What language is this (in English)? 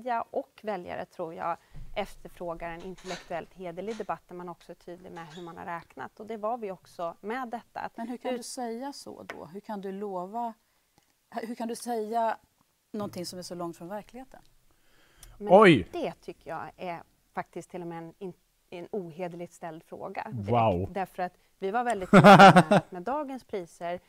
Swedish